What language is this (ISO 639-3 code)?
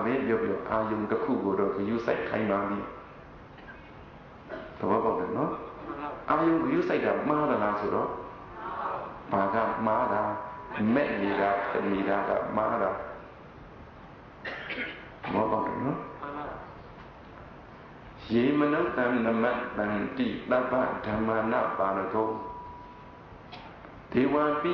mya